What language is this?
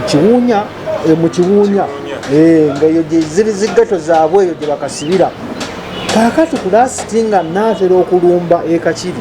Ganda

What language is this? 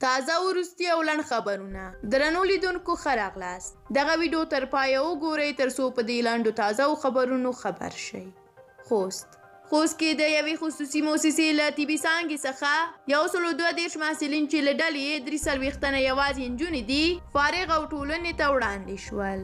Pashto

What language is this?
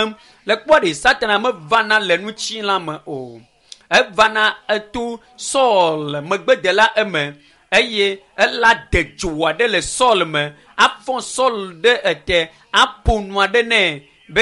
Ewe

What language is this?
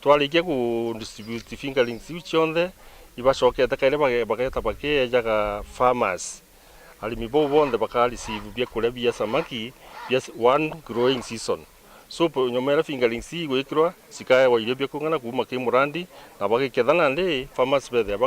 Meru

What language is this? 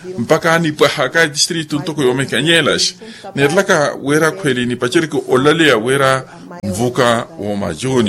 Makhuwa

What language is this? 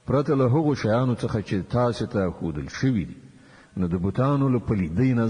Pashto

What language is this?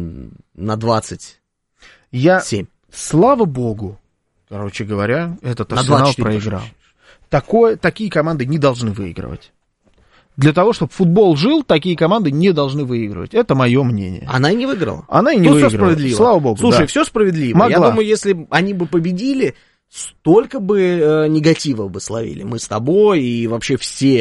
Russian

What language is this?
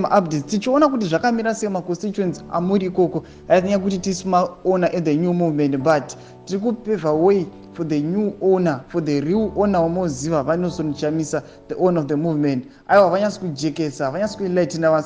Shona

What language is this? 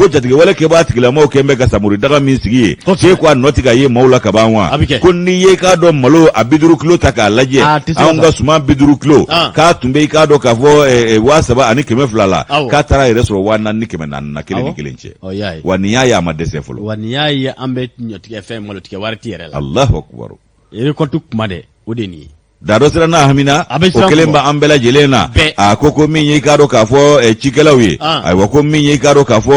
Bambara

